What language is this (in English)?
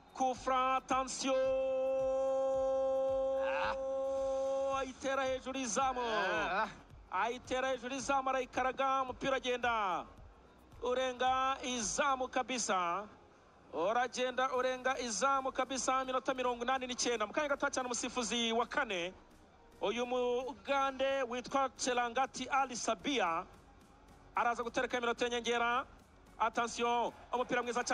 Kinyarwanda